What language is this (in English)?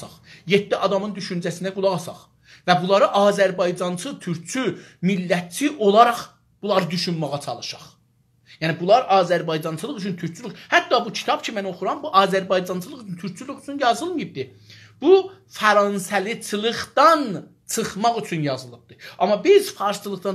South Azerbaijani